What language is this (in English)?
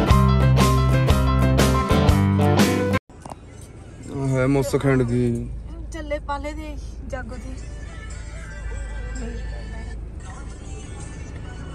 Punjabi